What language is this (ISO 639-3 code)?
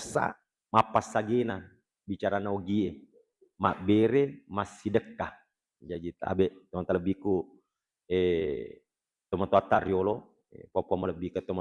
bug